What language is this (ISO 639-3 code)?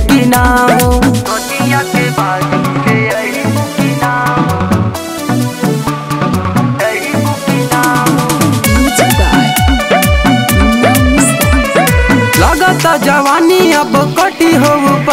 bho